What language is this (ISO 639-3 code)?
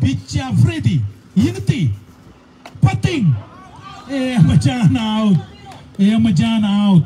mah